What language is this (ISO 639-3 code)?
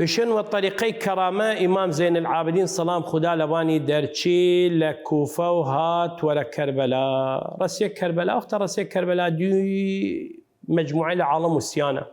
sdh